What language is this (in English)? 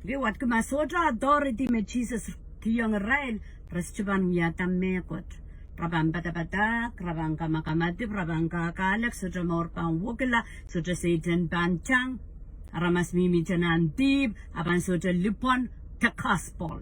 Pohnpeian